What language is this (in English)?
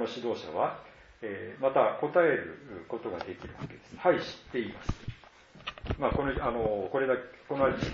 Japanese